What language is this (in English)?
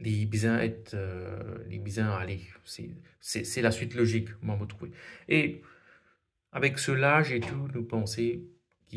Morisyen